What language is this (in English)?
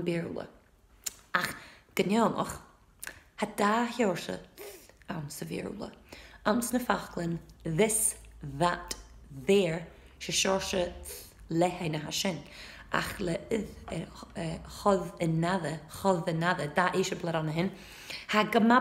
Scottish Gaelic